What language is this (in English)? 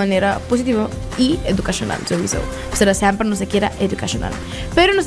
Papiamento